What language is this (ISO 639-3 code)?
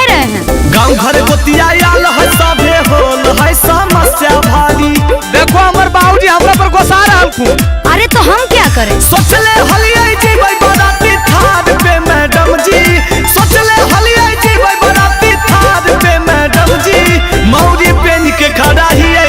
mag